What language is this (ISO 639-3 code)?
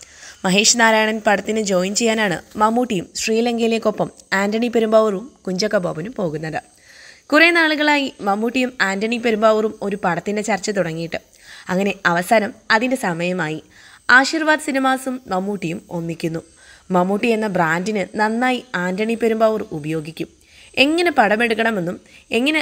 mal